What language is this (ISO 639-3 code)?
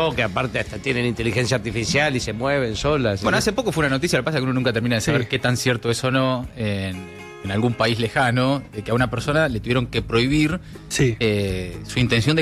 spa